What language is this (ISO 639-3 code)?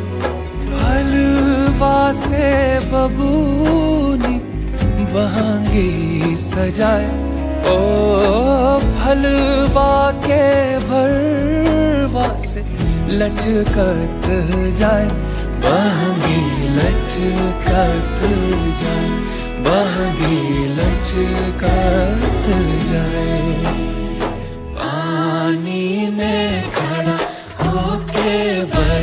bho